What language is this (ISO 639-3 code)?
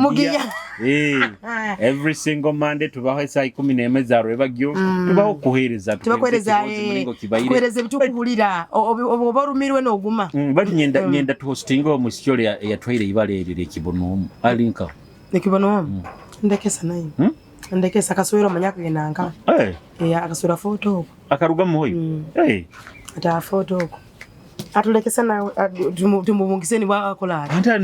nyo